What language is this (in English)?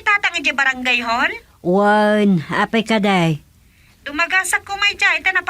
Iloko